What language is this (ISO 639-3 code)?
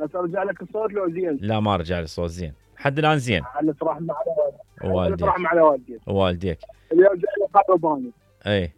acm